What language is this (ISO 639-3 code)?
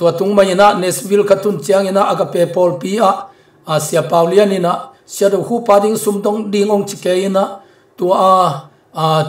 ctd